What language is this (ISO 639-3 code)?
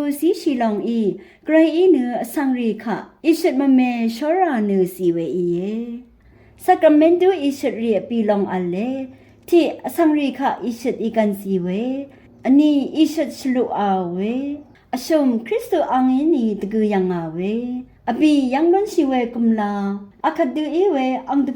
raw